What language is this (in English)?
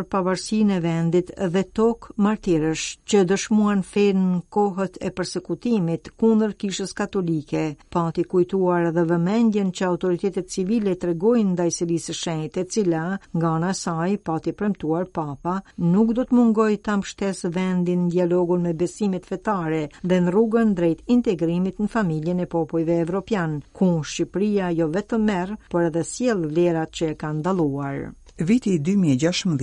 Albanian